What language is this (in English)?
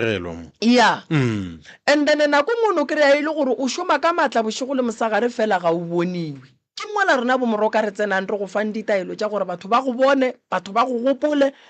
Northern Sotho